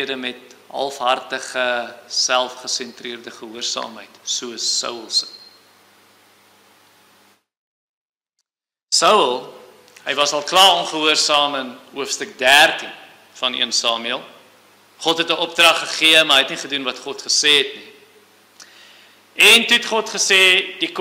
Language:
Afrikaans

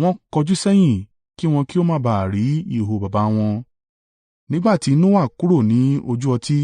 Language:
Yoruba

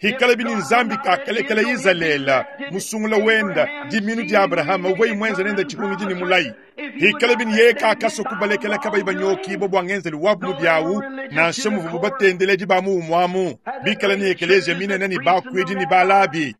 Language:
Luba-Lulua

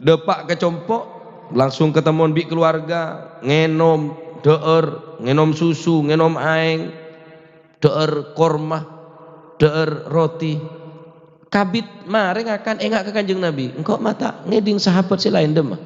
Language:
Madurese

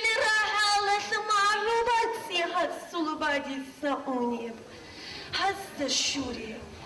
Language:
Avaric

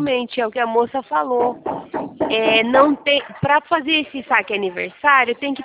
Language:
Portuguese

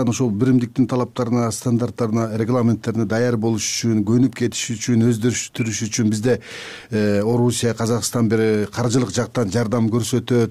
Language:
Kyrgyz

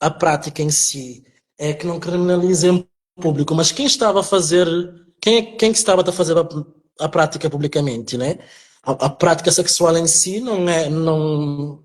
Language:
Kabuverdianu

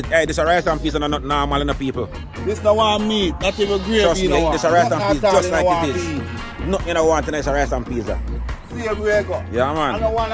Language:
Jamaican Creole English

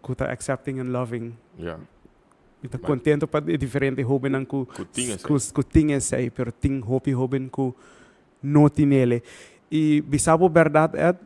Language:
Papiamento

